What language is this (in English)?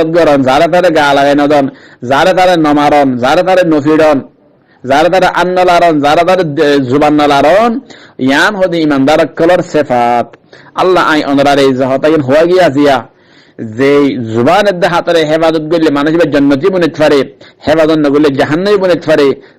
Rohingya